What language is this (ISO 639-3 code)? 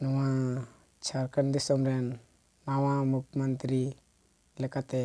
sat